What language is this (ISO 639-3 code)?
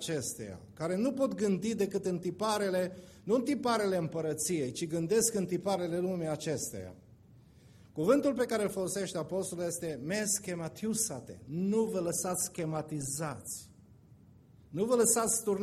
ron